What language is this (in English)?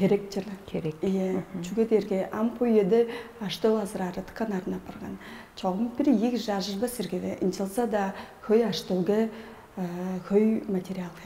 Tuvinian